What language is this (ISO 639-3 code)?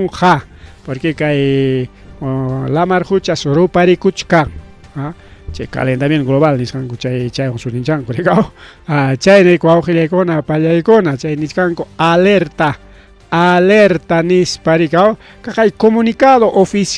quy